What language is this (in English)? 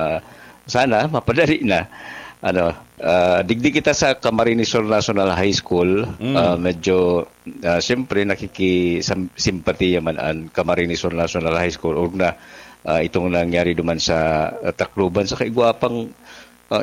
Bikol